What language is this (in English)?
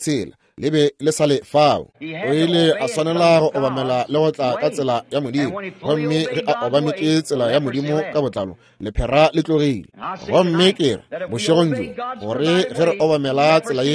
Northern Sotho